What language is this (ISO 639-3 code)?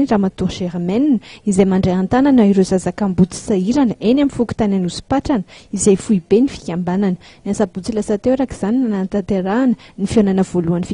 mlg